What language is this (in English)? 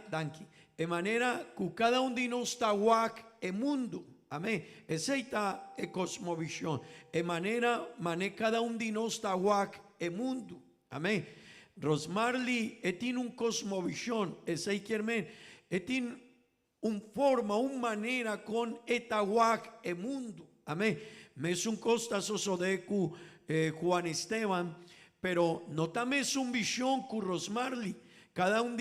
Papiamento